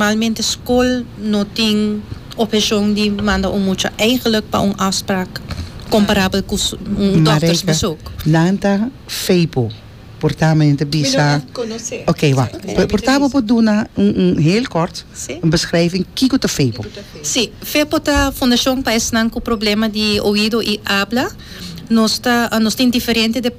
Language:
Papiamento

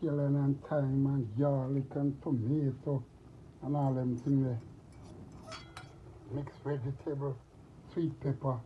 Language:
Jamaican Creole English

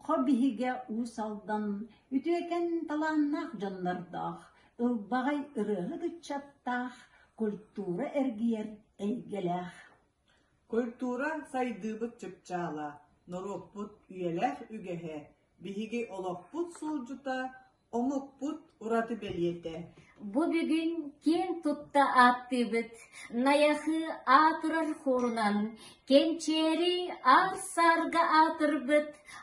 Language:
Yakut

